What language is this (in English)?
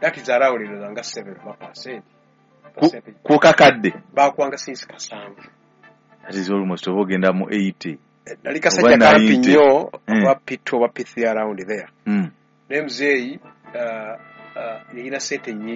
Ganda